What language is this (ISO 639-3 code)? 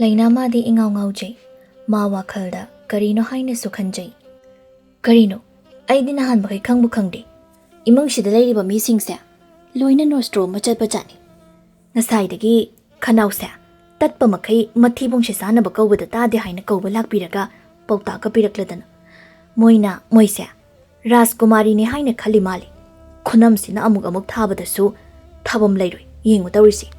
mni